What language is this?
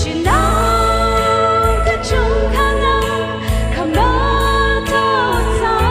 Tangkhul Naga (India)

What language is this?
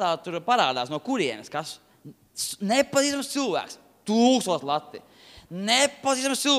Latvian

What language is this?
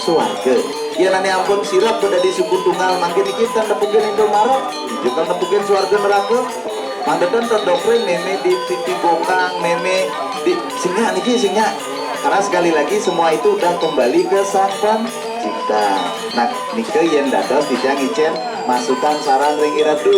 Balinese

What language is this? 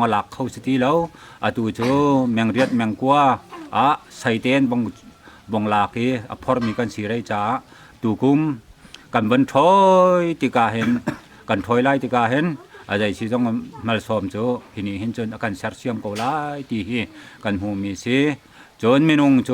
Hakha Chin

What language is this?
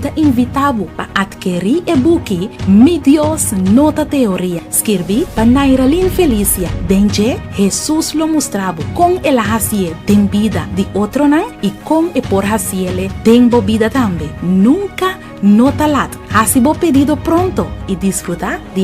Papiamento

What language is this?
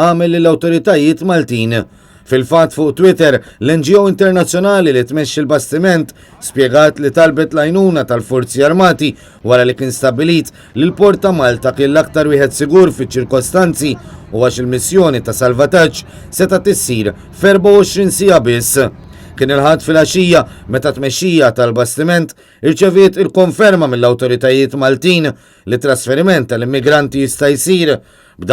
Maltese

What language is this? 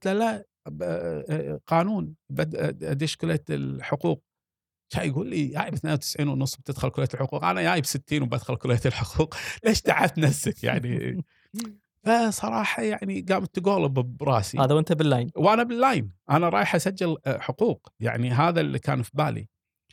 Gulf Arabic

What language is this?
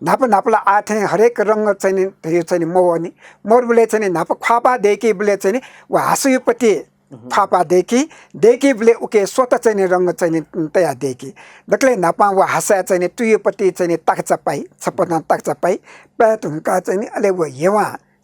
Newari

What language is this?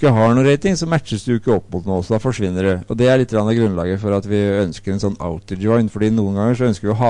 Norwegian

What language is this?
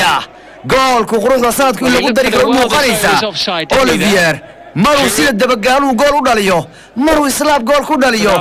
Somali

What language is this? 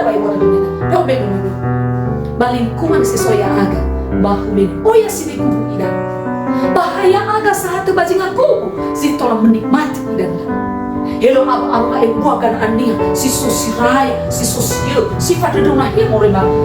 Nias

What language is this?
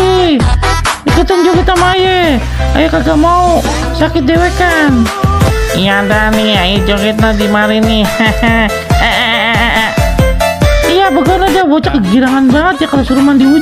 Betawi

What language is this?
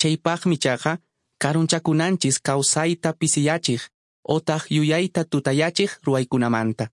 Quechua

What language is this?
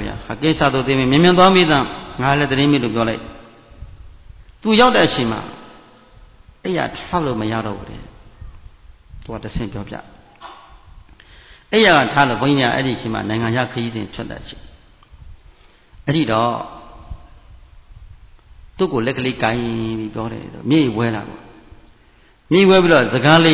Burmese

